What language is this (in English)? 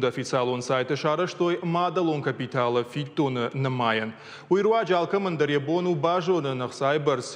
Ossetic